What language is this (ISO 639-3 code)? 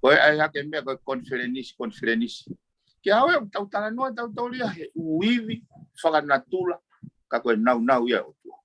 ton